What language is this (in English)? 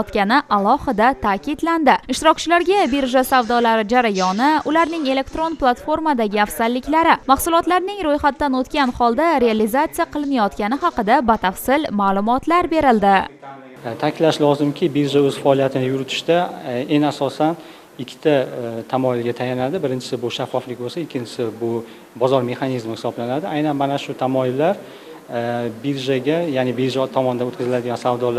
Uzbek